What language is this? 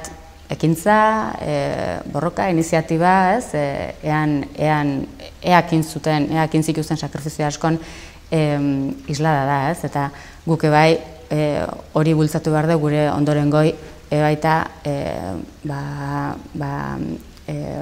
Basque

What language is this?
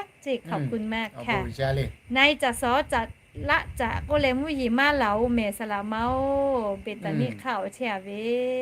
Lahu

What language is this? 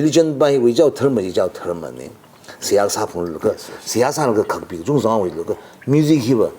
Tangkhul Naga (India)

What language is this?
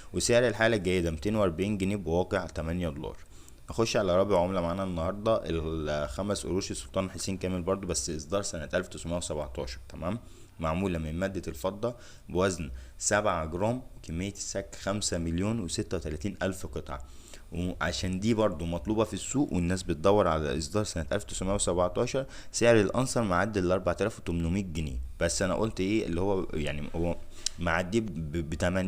Egyptian Arabic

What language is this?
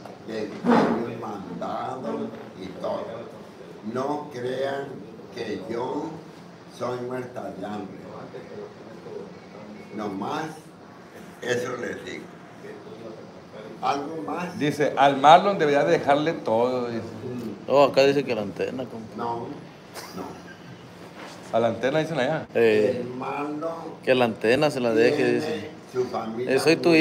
Spanish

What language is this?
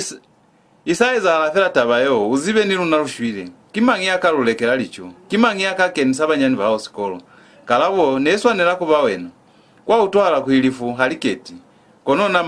Lozi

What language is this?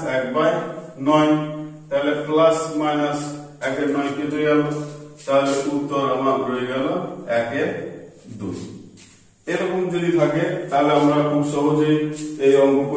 Bangla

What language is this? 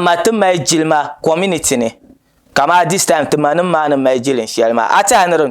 Dagbani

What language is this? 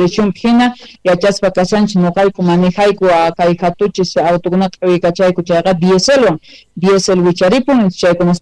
South Bolivian Quechua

